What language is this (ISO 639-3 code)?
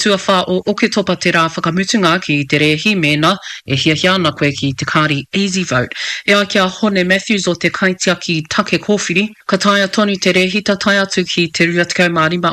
mri